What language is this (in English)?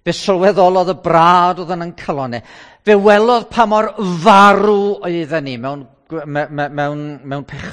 Welsh